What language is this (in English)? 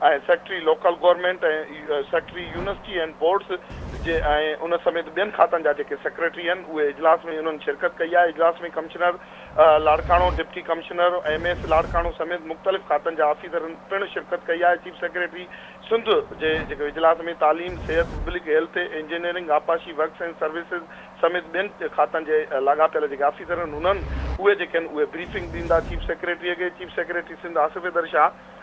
Sindhi